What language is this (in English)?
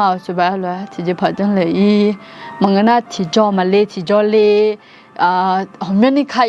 Akha